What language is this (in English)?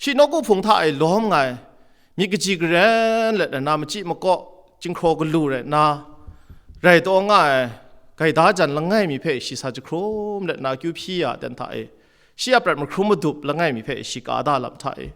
Kachin